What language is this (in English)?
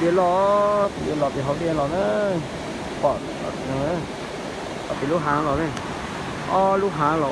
Hmong